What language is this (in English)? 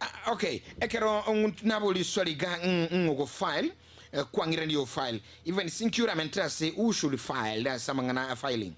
Gusii